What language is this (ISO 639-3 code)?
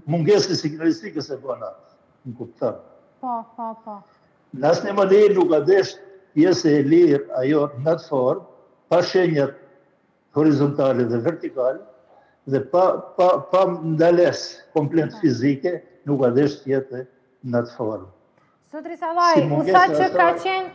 sqi